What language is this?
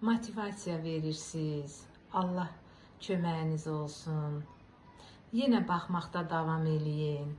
Azerbaijani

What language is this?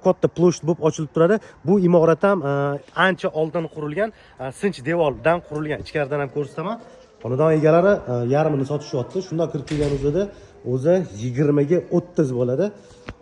Uzbek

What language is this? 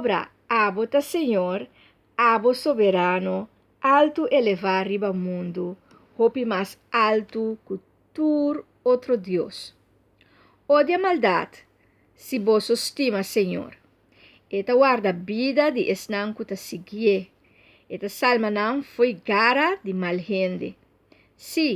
Papiamento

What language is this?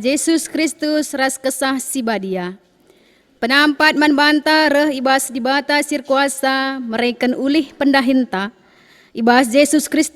Batak Karo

